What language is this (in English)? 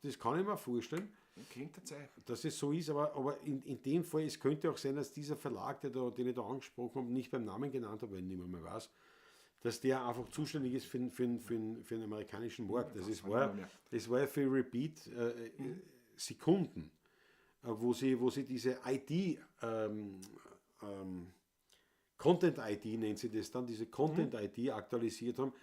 Bavarian